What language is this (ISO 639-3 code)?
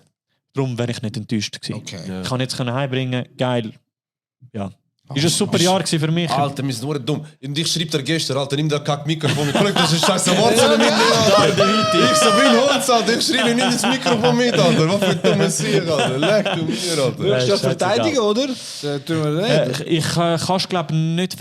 gsw